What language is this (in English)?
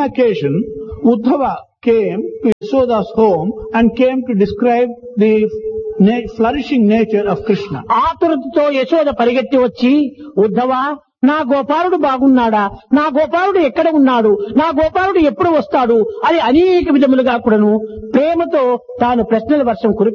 Telugu